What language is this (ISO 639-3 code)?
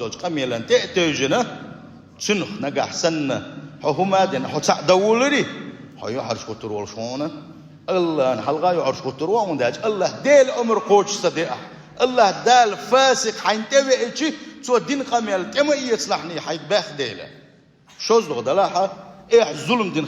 che